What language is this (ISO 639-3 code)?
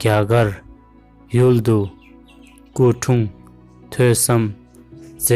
bod